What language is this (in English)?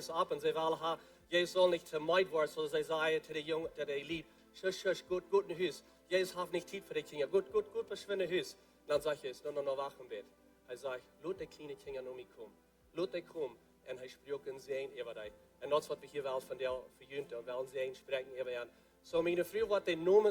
Plautdietsch